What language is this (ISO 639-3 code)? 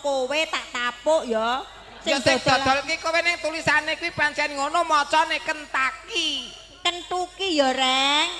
jav